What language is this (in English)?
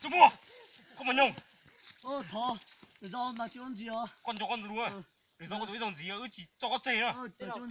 Hmong